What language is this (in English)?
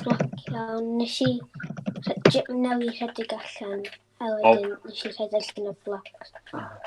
Welsh